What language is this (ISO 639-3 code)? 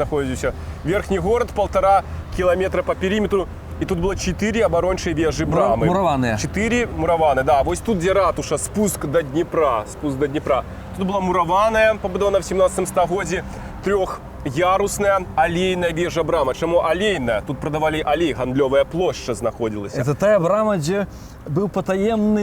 bel